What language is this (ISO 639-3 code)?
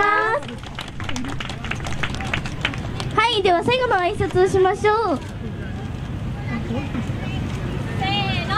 jpn